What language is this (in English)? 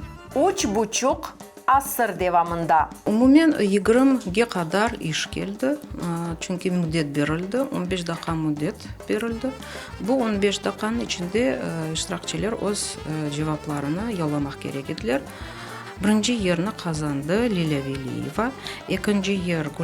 Crimean Tatar